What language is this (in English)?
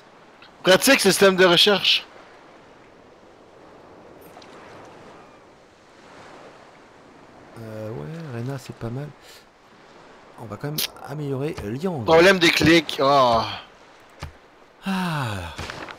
French